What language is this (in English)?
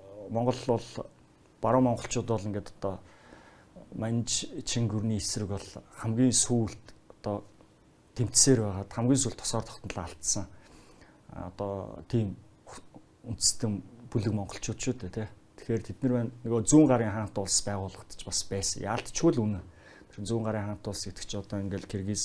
Mongolian